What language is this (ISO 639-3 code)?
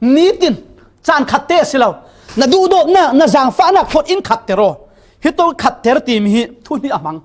cfm